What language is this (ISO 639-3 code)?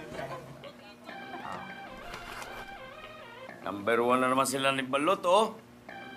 fil